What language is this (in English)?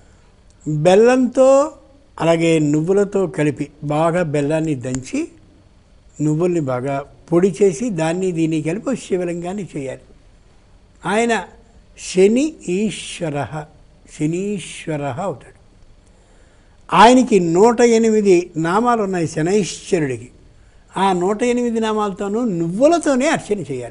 Telugu